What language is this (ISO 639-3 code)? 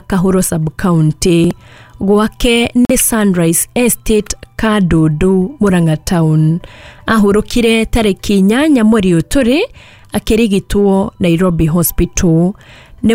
kik